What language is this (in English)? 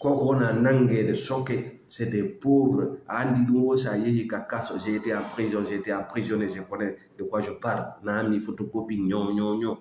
Fula